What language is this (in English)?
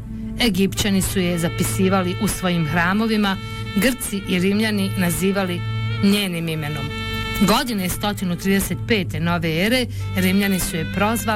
Bosnian